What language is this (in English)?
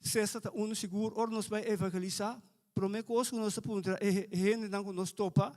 Papiamento